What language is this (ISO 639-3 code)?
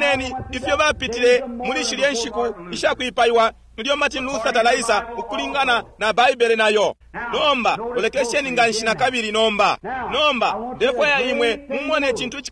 bem